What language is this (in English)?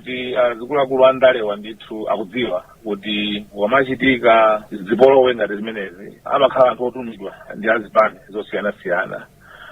Nyanja